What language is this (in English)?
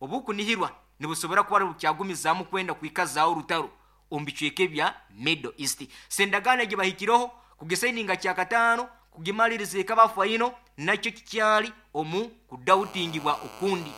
Nyankole